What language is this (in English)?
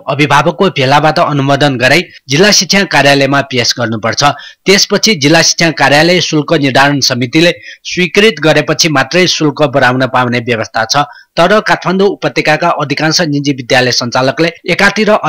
Nepali